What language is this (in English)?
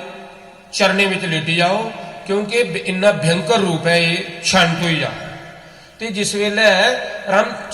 Dogri